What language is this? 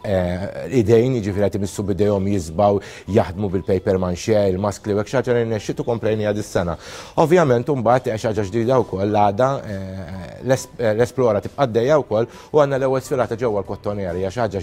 Maltese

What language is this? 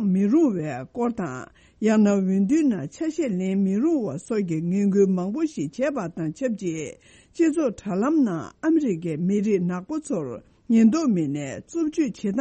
Tibetan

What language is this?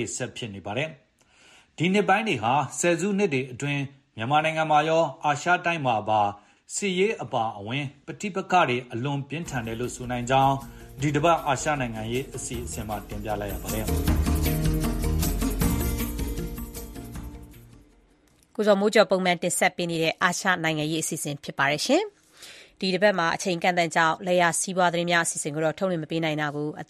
Burmese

